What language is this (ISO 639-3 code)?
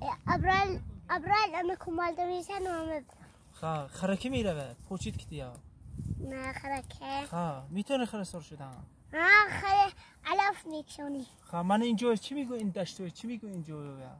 tgk